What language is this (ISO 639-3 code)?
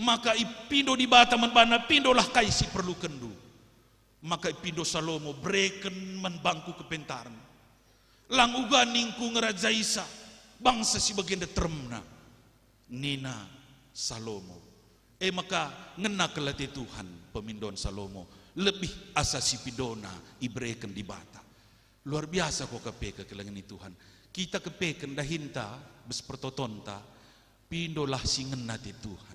btx